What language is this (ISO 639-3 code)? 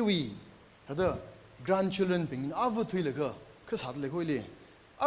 nmf